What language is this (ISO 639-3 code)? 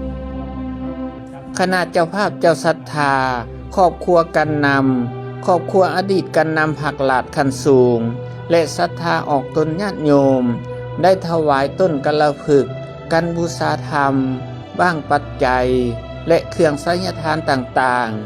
lao